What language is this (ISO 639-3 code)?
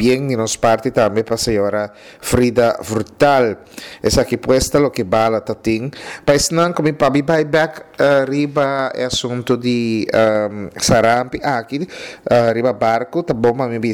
pap